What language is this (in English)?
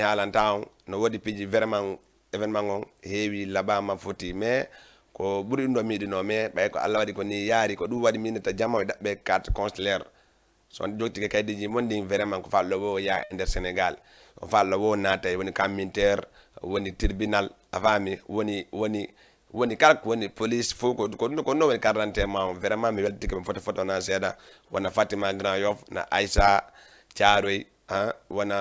Fula